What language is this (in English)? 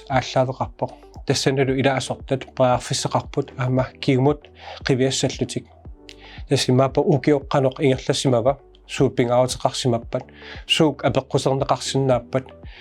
Kalaallisut